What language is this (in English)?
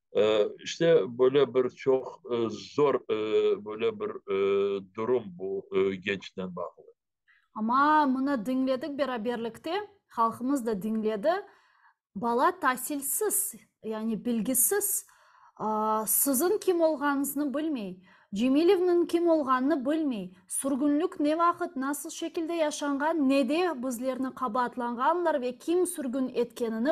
Crimean Tatar